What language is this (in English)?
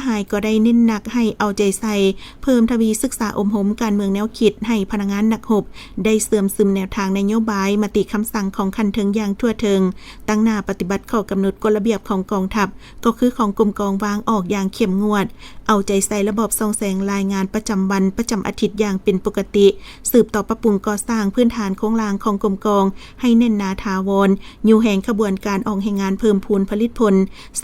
Lao